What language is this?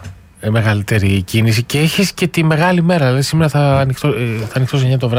Greek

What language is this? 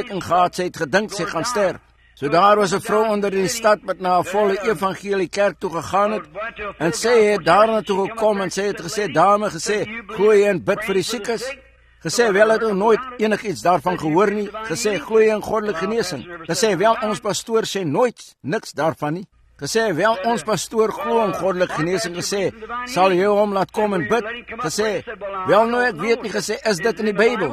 Afrikaans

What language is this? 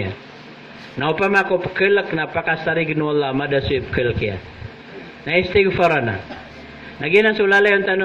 Maranao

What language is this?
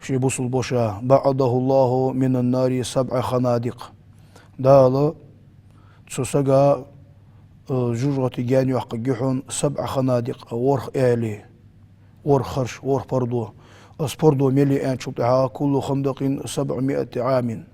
Ingush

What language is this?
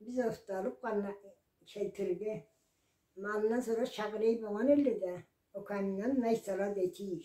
Karachay-Balkar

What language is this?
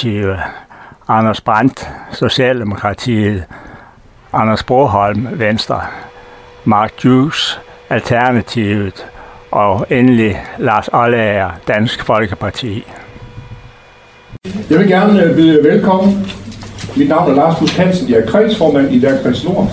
Danish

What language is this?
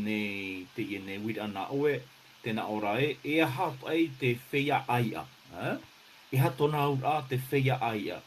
Tahitian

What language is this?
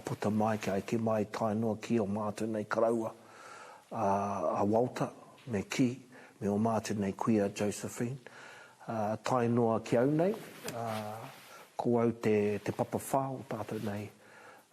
Māori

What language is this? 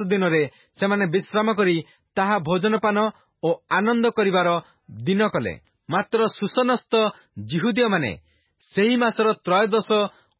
Odia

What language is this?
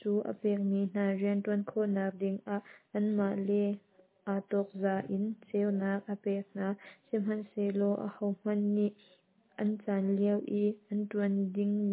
Hakha Chin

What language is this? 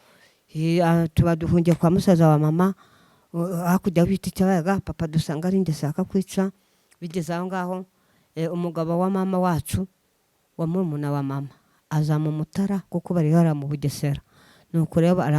Kinyarwanda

